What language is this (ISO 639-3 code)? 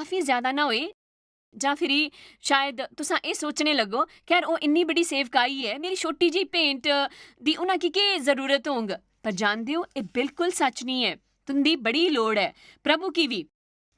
doi